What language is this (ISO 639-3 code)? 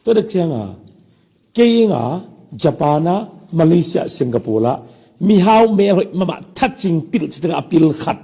ctd